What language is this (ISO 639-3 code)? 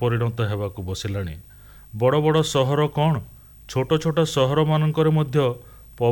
ori